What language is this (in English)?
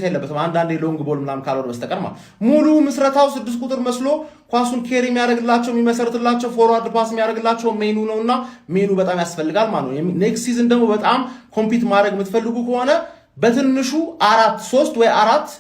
Amharic